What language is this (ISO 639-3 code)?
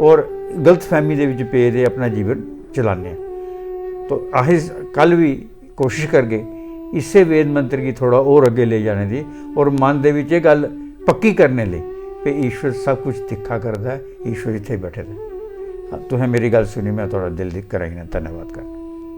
doi